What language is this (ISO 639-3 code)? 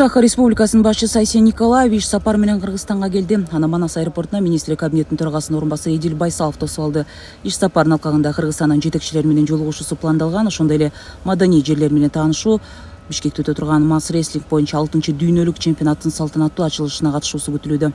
kir